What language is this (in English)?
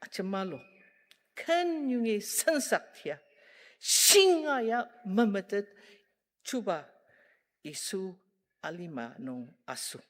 Ao Naga